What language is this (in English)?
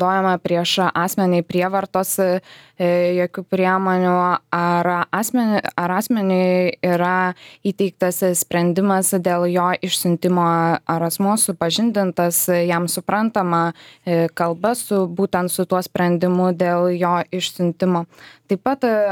Lithuanian